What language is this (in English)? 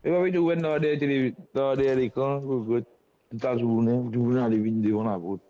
Morisyen